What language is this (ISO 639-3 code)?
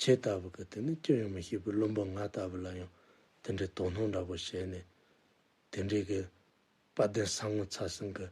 bod